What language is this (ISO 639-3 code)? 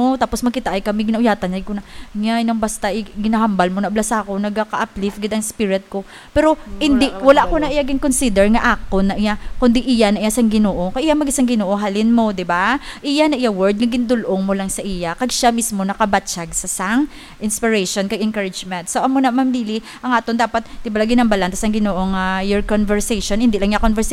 hil